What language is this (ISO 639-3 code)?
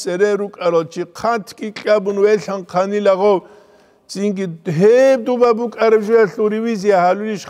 ava